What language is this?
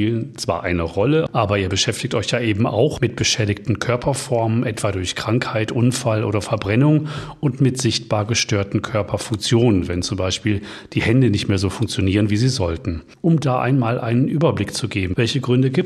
German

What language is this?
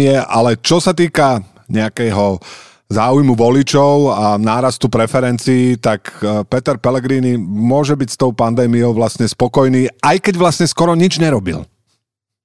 Slovak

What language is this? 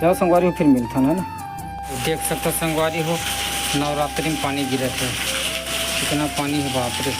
Chhattisgarhi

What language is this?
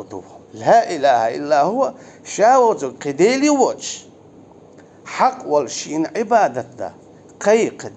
Chechen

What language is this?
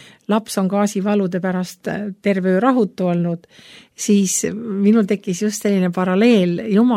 Estonian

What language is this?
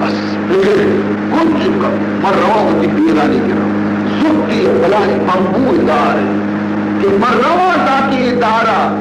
Baluchi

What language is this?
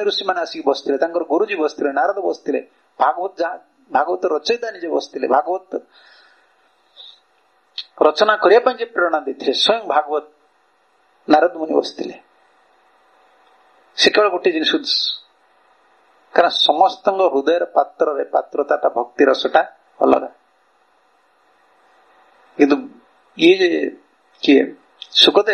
Odia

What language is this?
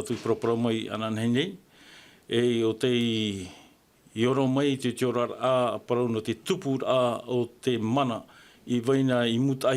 Tahitian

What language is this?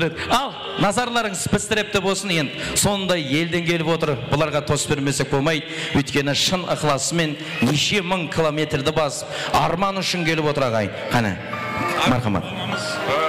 Kara-Kalpak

